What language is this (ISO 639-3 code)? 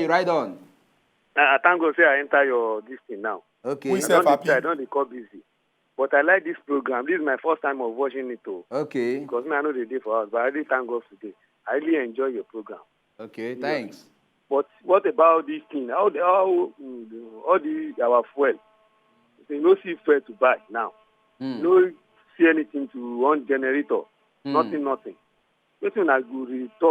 pcm